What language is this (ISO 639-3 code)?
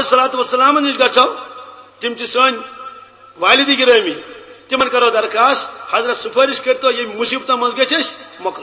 kas